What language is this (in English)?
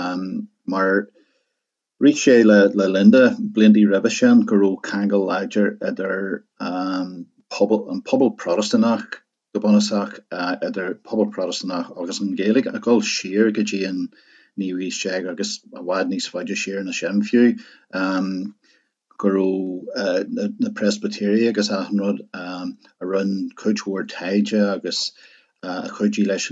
Irish